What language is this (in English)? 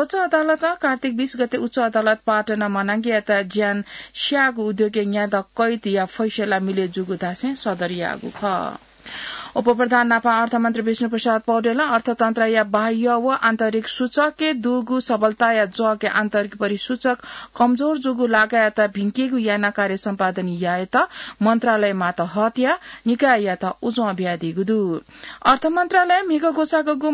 Newari